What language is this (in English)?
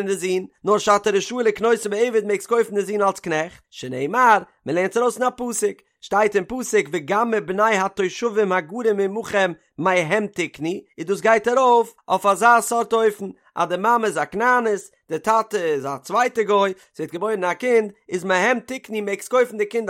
Yiddish